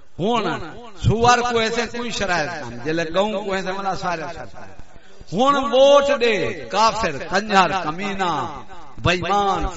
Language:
Saraiki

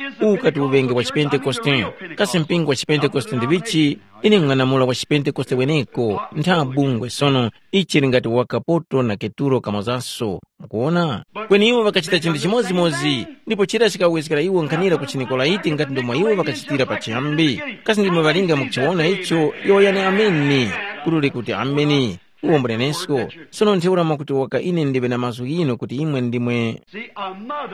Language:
Tumbuka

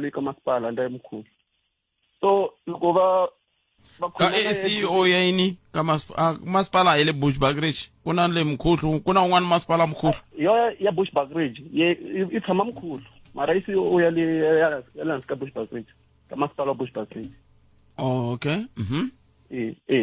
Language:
Tsonga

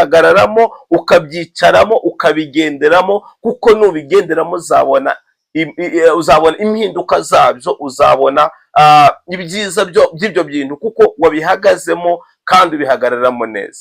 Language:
Kinyarwanda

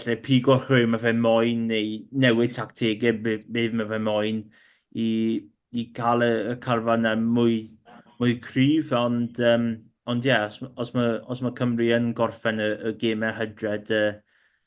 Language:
Welsh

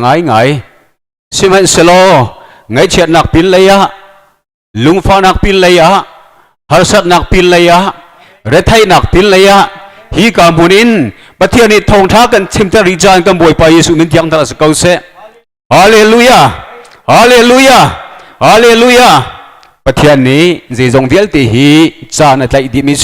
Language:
Hakha Chin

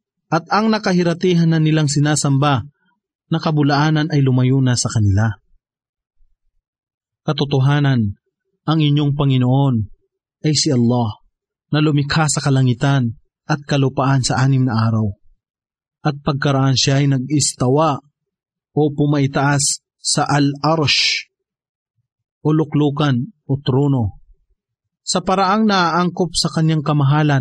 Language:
Filipino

